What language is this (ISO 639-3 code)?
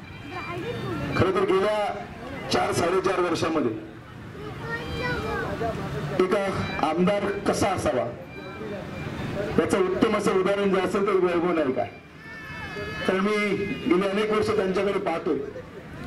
mar